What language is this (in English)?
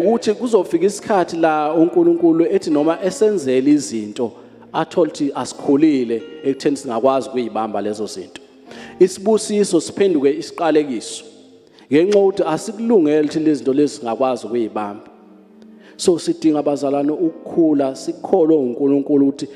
Zulu